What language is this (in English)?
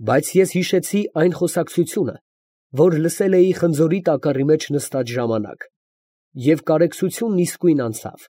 Armenian